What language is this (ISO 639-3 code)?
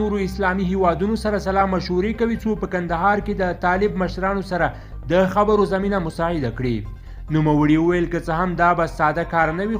pus